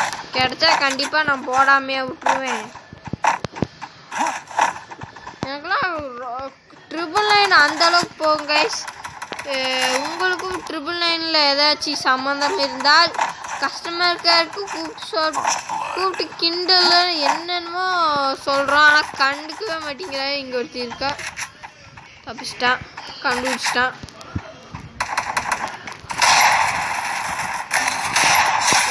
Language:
Tamil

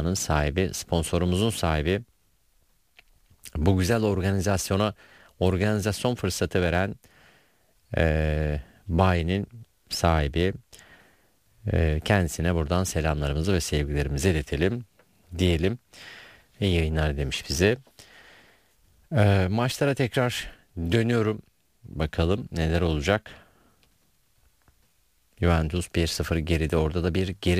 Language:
Turkish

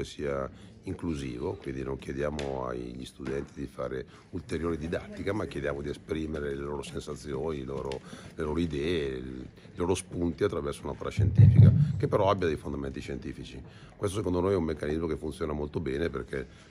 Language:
Italian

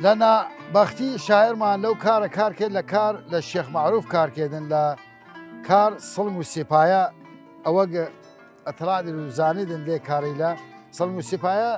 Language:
Southern Kurdish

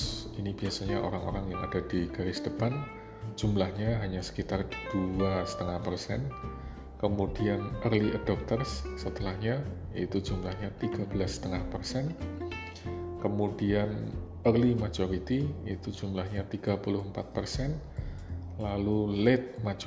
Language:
Indonesian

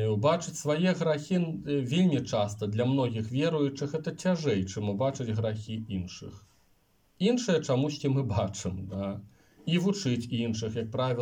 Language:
Belarusian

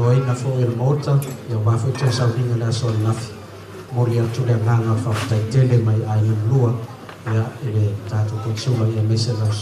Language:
Samoan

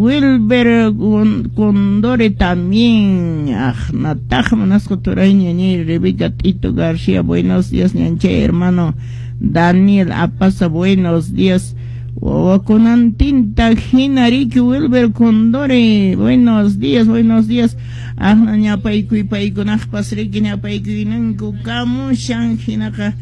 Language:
Quechua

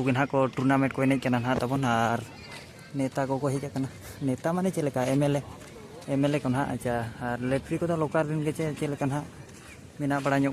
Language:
Santali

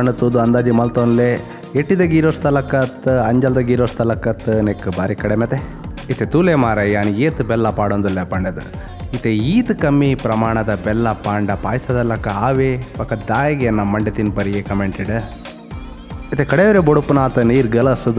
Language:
Tulu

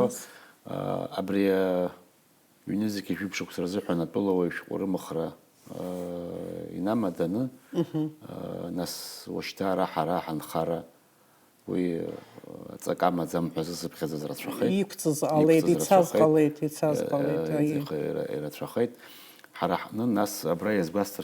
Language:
Abkhazian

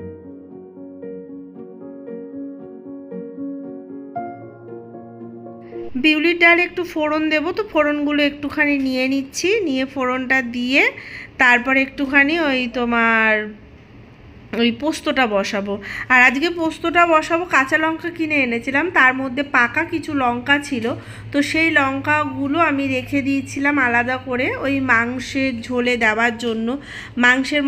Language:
Bangla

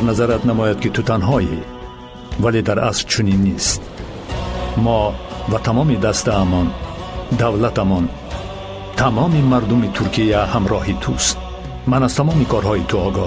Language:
Tajik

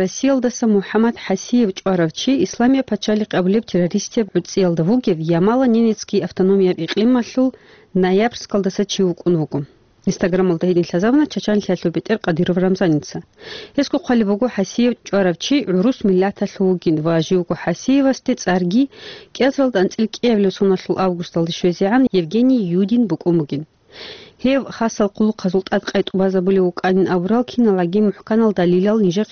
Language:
Avaric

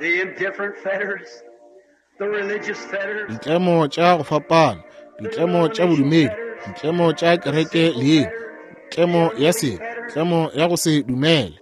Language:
Northern Sotho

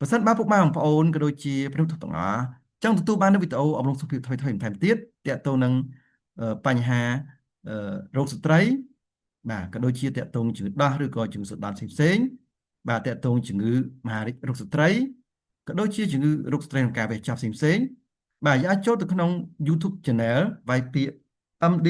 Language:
Khmer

